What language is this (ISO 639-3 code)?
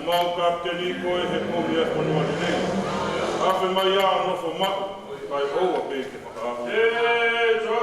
ton